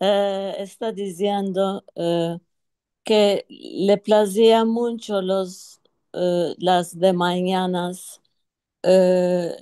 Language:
Ladino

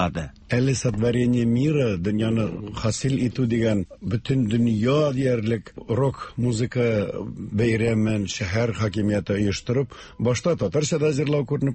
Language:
Tatar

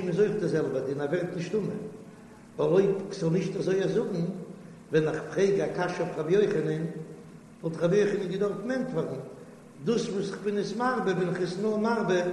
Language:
Yiddish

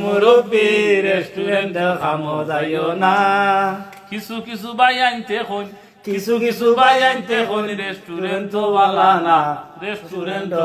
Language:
Sylheti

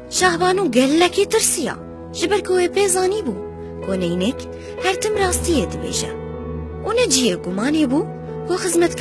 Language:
Kurdish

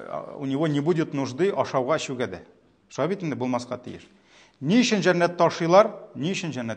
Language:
Tatar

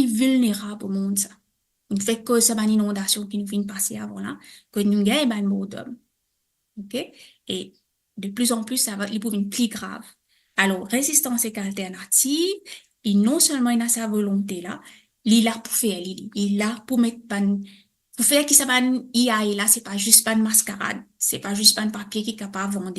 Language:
Morisyen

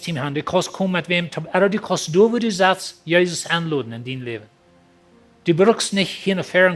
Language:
Plautdietsch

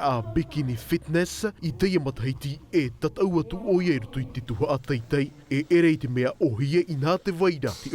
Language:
Tahitian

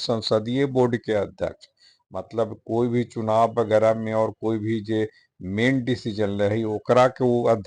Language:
Magahi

